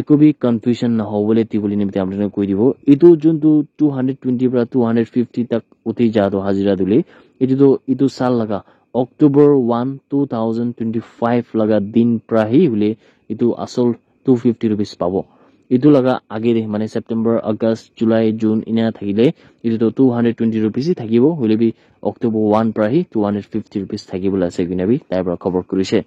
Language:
Naga Pidgin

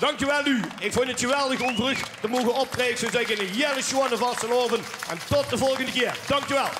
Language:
Limburgish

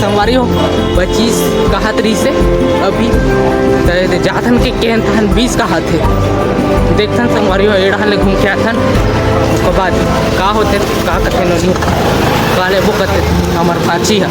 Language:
Chhattisgarhi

